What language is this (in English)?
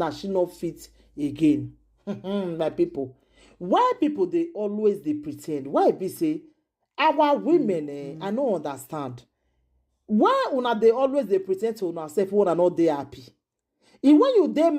Nigerian Pidgin